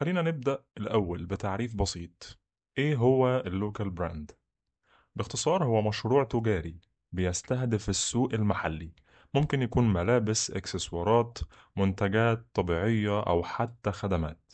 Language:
Egyptian Arabic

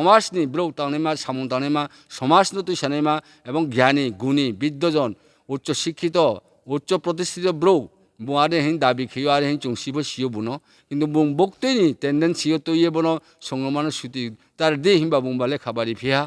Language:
Riang (India)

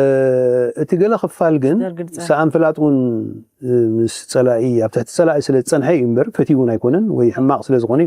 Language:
Tigrinya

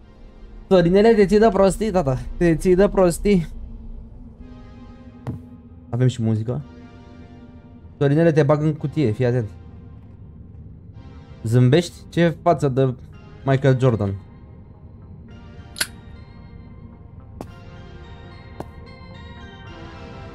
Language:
Romanian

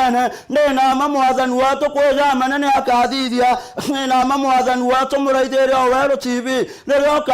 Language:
Meru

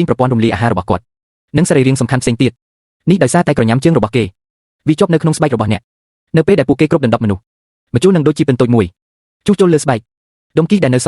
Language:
Khmer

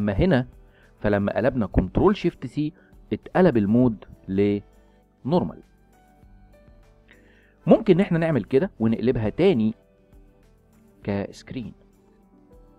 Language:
Egyptian Arabic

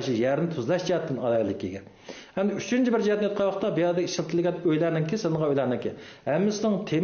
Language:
Uyghur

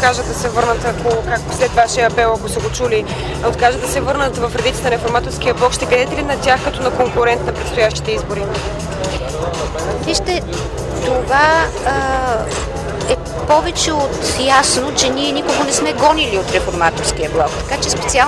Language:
Bulgarian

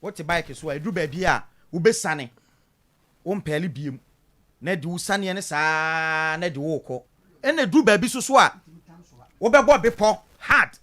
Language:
Akan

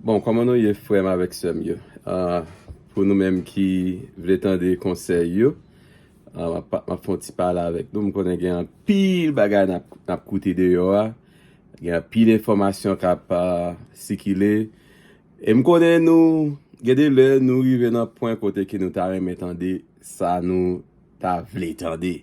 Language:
Haitian Creole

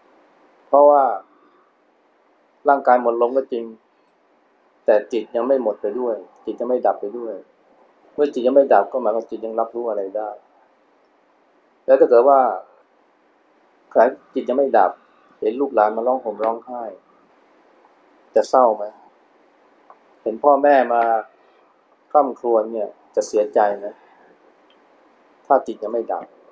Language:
Thai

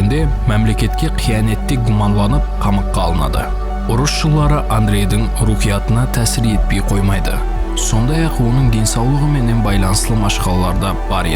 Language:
Kara-Kalpak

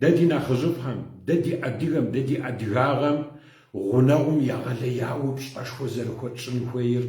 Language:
Kabardian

